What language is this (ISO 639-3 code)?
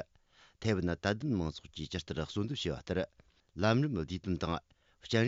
bod